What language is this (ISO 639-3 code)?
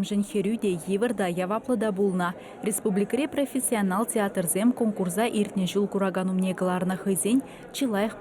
chv